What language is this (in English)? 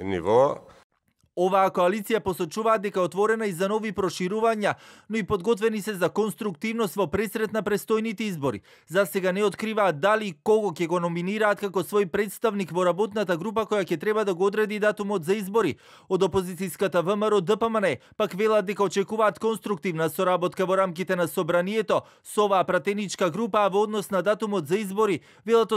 Macedonian